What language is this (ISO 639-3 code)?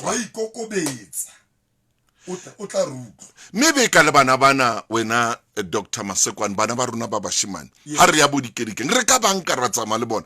sot